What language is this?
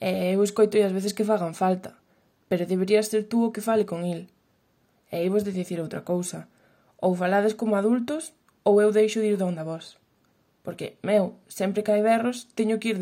Galician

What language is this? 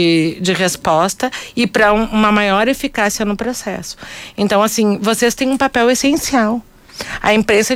Portuguese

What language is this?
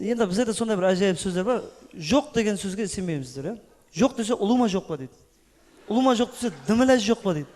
Kara-Kalpak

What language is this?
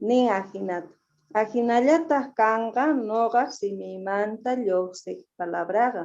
Quechua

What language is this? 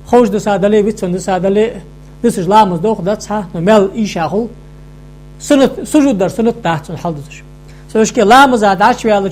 Ingush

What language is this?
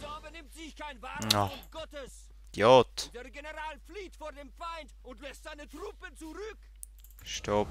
Swiss German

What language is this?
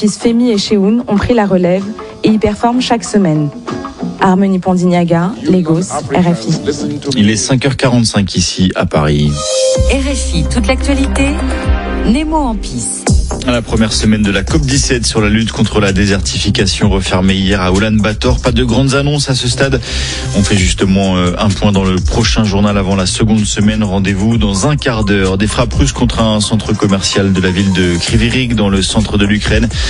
French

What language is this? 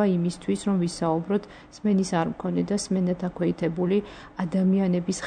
Georgian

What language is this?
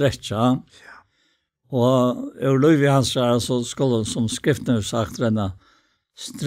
Faroese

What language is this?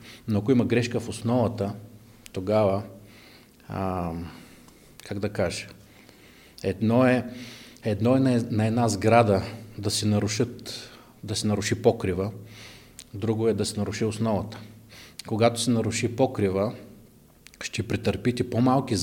Bulgarian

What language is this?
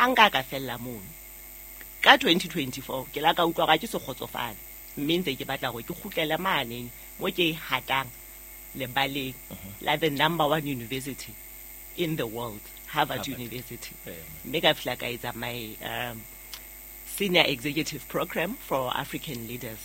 Southern Sotho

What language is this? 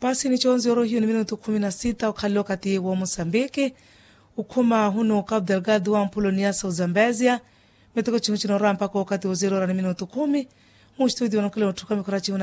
Makhuwa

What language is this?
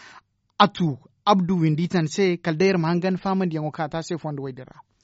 Zarma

